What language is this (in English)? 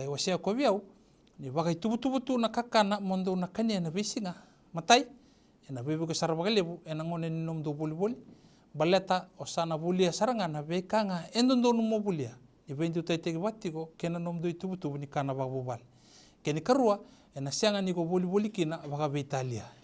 Fijian